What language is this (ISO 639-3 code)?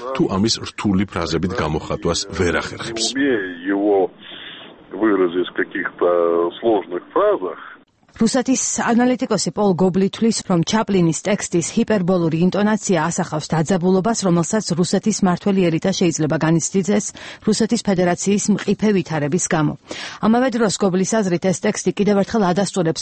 kat